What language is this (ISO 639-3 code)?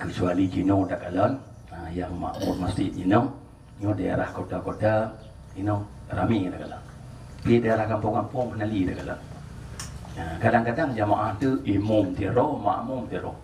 ace